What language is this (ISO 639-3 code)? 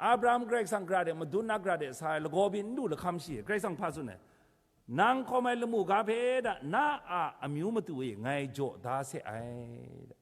kac